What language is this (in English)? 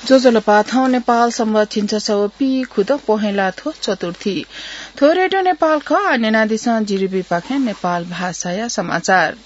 Newari